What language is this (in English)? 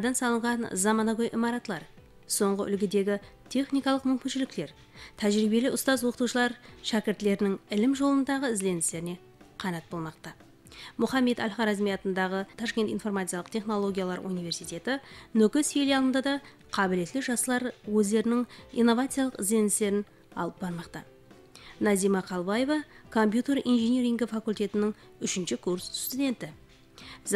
Kara-Kalpak